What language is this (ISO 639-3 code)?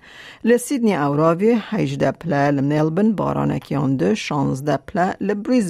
kur